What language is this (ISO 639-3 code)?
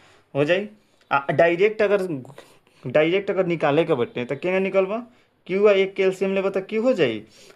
bho